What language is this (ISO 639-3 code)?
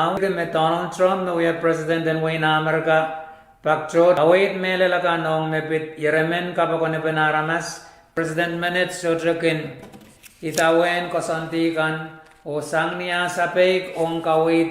pon